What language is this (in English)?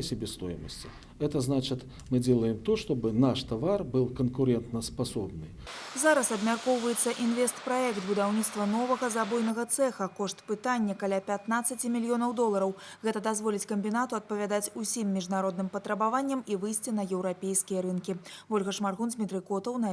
Belarusian